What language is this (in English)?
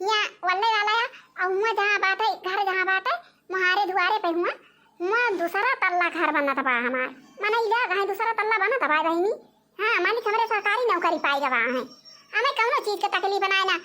Awadhi